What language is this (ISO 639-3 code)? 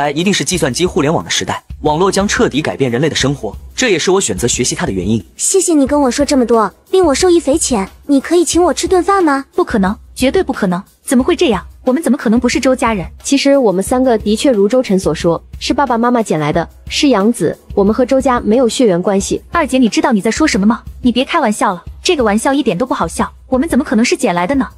zho